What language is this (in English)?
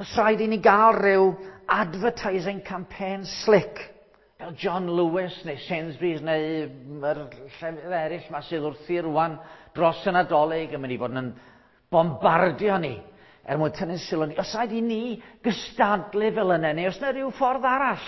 Welsh